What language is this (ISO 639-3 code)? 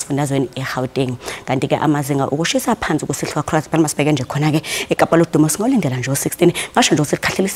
zul